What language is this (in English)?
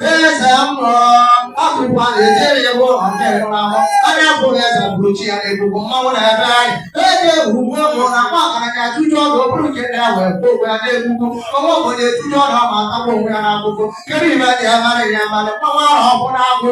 Igbo